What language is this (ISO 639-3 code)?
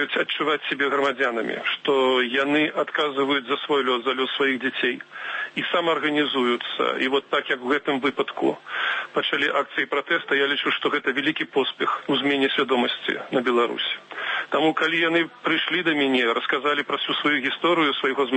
bel